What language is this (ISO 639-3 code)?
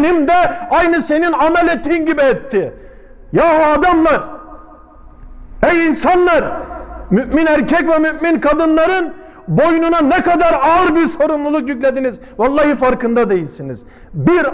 tur